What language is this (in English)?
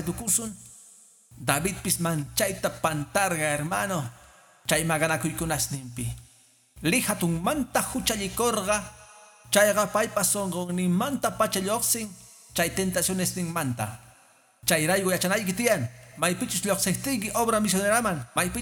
Quechua